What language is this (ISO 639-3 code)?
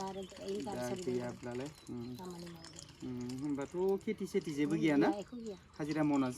brx